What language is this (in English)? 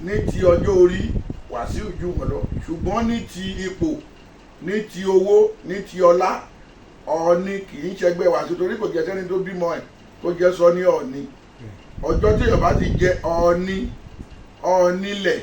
Yoruba